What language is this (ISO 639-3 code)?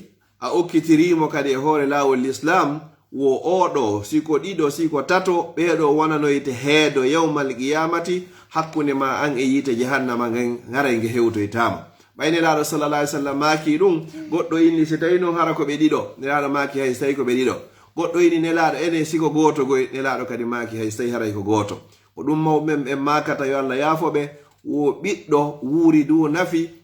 ful